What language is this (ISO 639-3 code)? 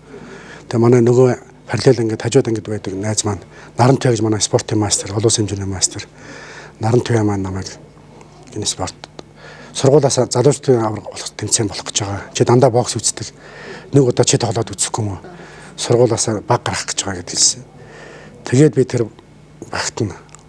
mon